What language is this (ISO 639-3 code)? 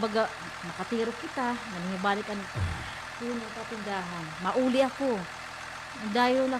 war